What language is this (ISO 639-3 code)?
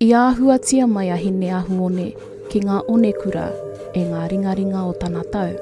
mri